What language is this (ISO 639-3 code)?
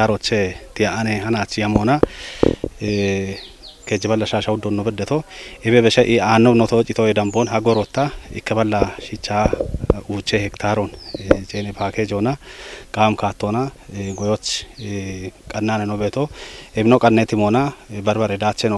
kbr